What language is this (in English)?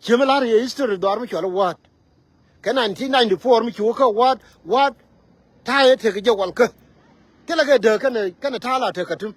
Nuer